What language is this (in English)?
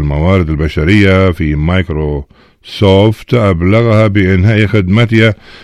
Arabic